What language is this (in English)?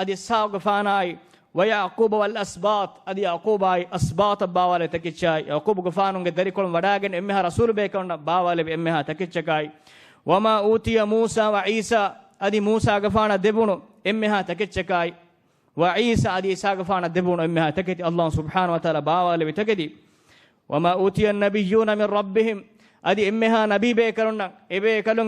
Divehi